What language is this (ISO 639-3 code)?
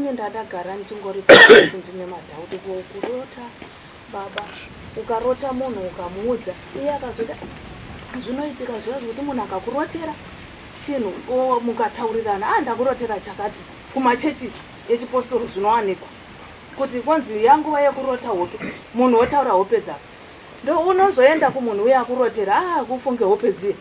sna